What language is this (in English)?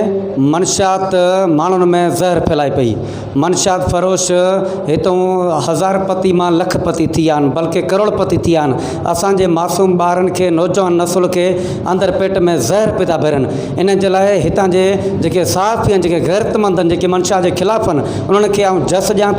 Sindhi